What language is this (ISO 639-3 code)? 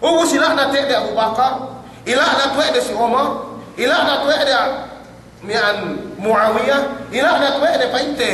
yka